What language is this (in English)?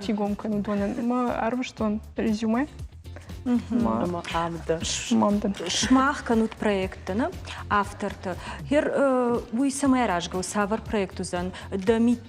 Ossetic